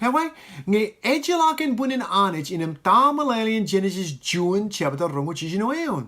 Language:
Marshallese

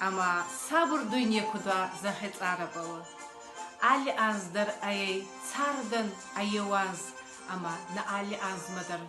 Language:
Ossetic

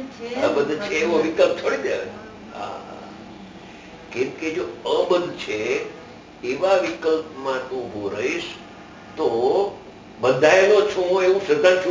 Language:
Gujarati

